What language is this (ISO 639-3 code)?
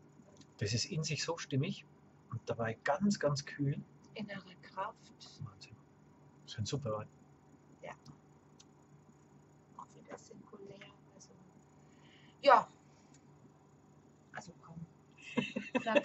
deu